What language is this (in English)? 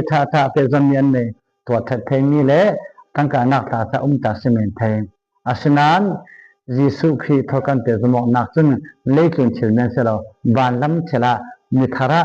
Falam Chin